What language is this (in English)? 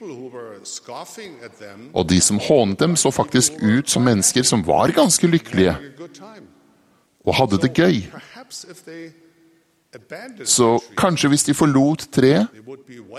Norwegian